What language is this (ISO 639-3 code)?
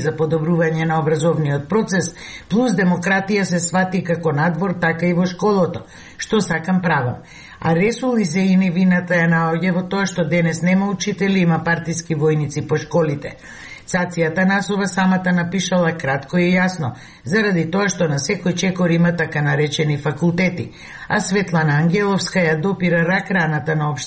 mkd